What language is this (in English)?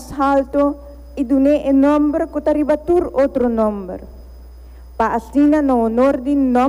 Papiamento